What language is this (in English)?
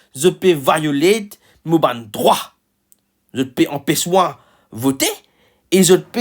Morisyen